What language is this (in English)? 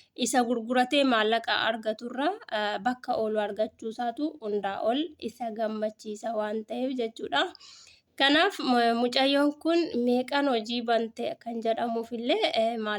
Oromo